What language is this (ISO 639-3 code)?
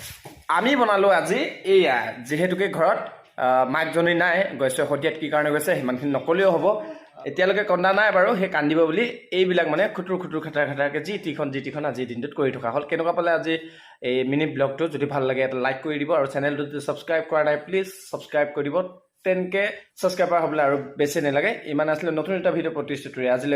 asm